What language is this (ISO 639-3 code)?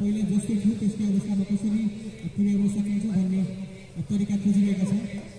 nep